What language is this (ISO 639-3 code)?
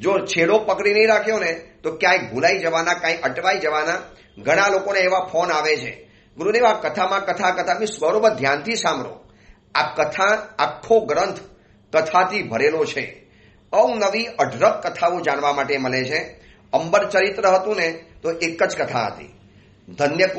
guj